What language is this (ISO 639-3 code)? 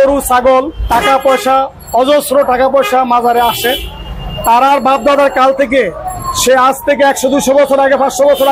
ben